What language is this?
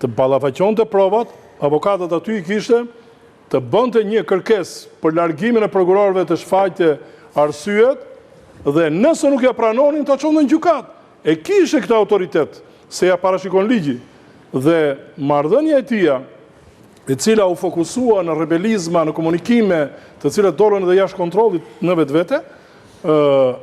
Albanian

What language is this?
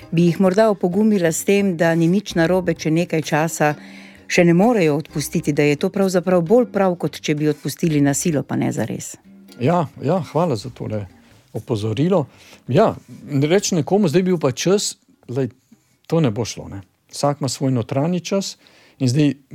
Slovenian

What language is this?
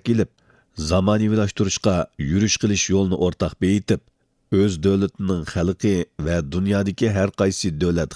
Uyghur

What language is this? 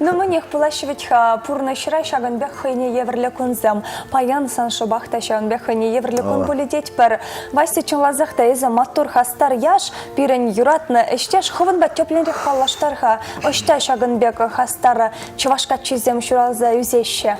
Chuvash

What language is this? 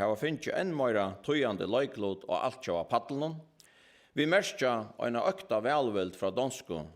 Faroese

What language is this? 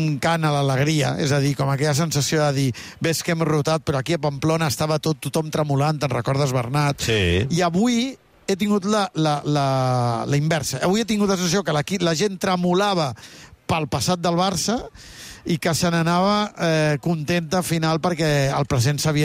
Catalan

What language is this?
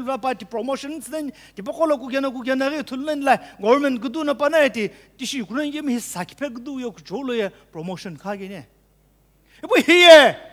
Sumi Naga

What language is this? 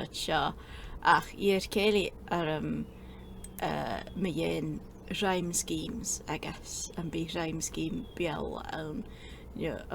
Scottish Gaelic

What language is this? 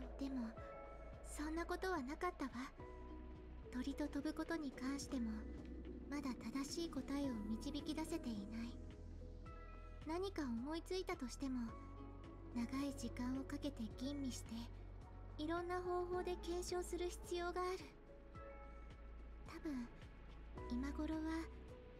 Japanese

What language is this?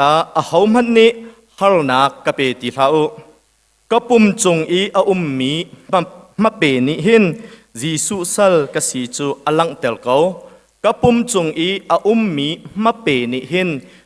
Hakha Chin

